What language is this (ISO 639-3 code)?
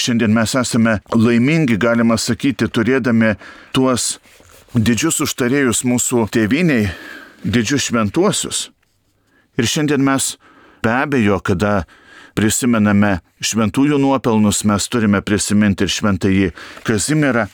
lit